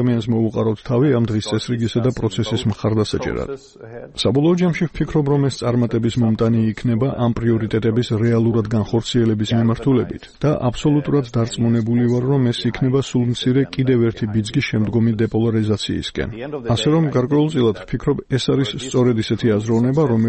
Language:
Georgian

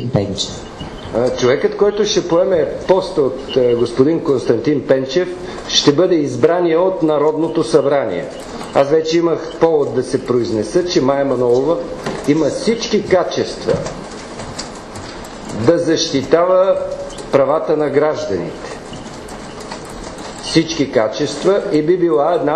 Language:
Bulgarian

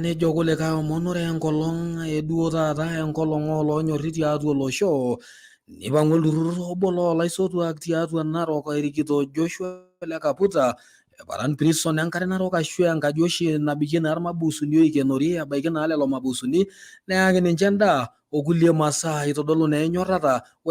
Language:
Masai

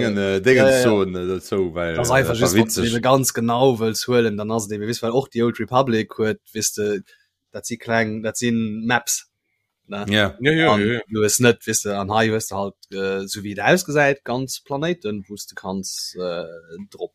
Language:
Luxembourgish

